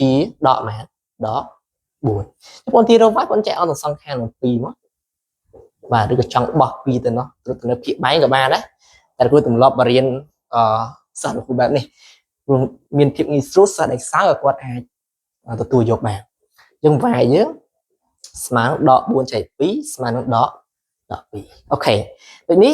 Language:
Khmer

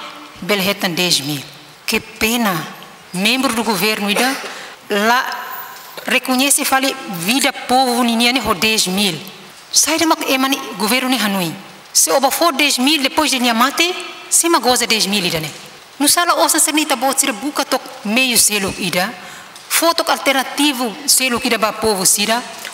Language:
Tetum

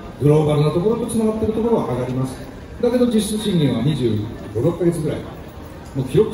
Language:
Japanese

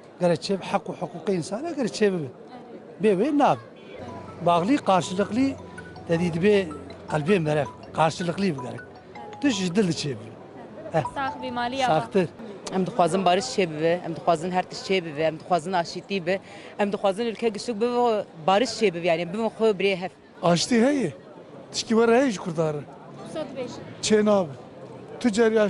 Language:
Kurdish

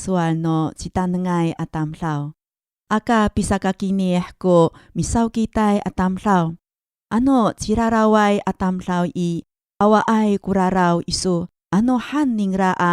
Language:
Amis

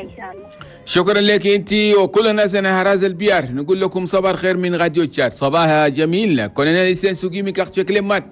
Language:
Chadian Arabic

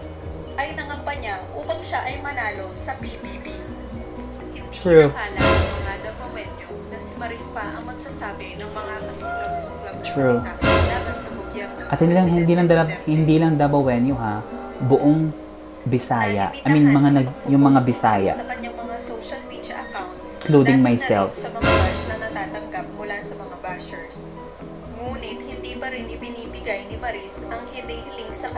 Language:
Filipino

